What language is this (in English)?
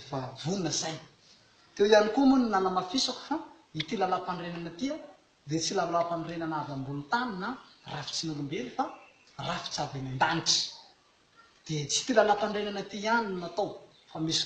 Malagasy